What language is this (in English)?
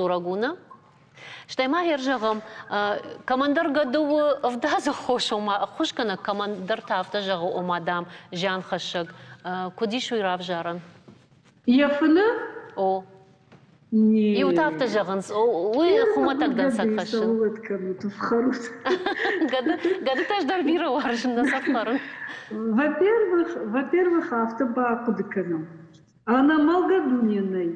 Ossetic